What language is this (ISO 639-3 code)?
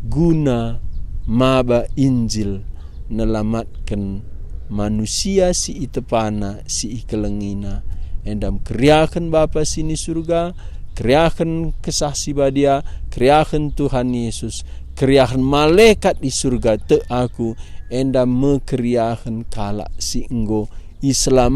btx